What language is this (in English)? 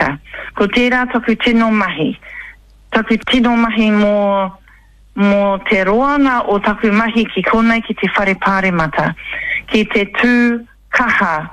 Māori